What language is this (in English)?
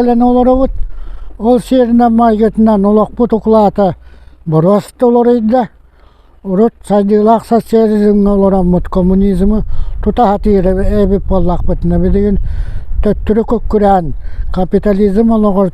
Yakut